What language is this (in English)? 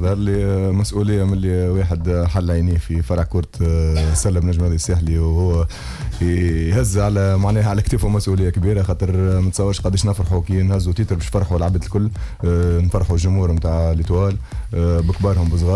Tunisian Arabic